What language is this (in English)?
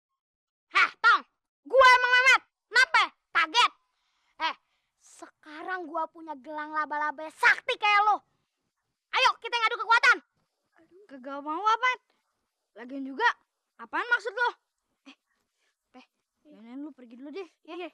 Betawi